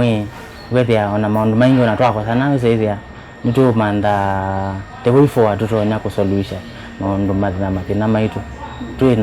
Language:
Kamba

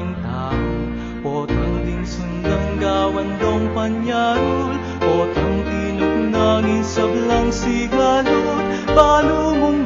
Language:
Pampanga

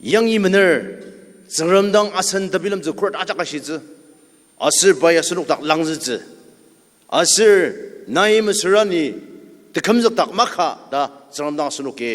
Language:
Ao Naga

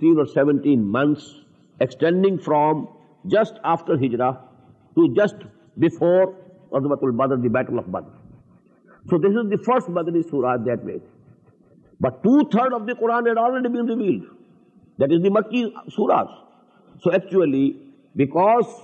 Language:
English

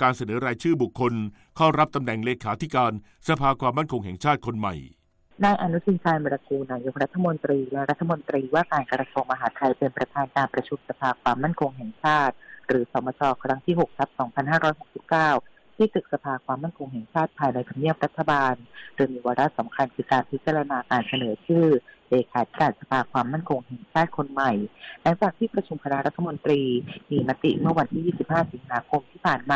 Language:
Thai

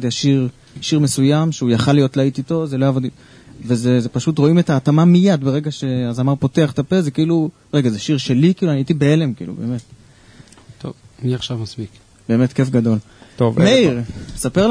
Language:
Hebrew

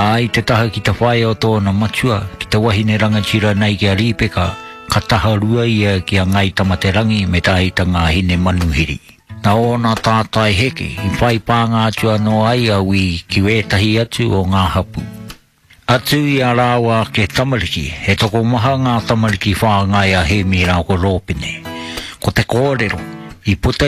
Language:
Māori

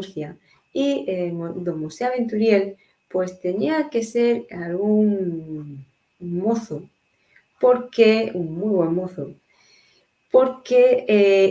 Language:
Ladino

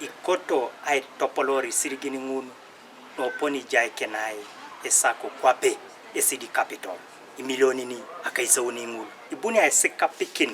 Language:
Teso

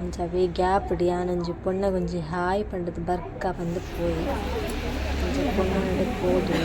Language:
Tulu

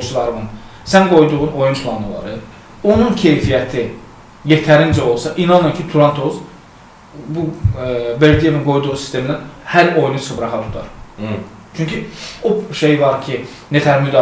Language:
Azerbaijani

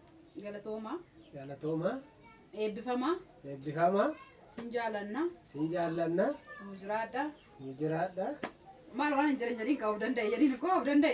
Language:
Oromo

